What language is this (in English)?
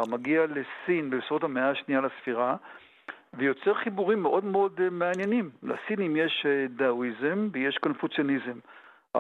Hebrew